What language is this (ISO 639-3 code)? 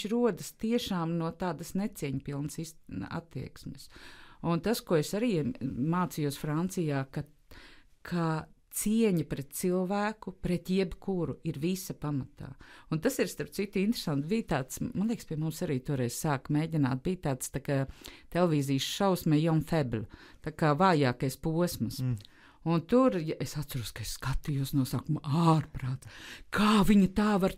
lav